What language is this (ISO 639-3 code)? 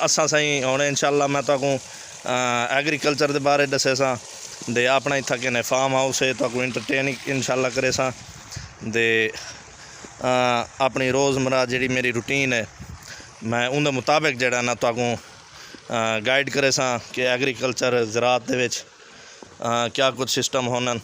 skr